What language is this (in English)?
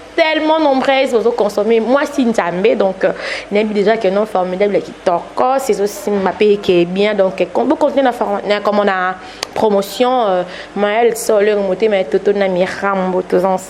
Lingala